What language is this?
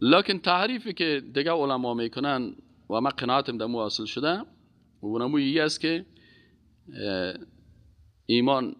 Persian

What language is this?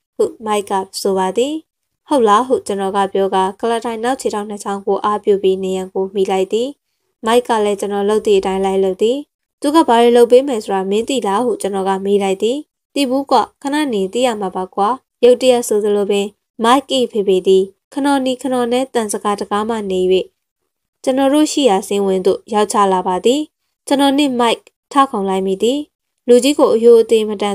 Burmese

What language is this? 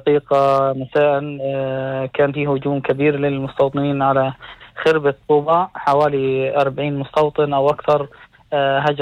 North Levantine Arabic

